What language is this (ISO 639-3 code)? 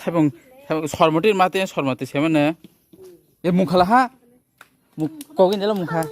trp